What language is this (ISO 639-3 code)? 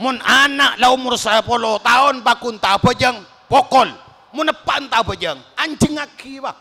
mad